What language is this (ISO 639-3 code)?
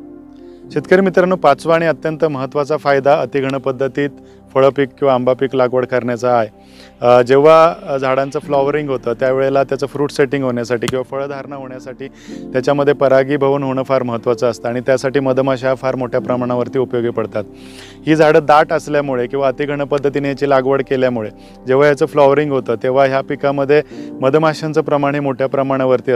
mar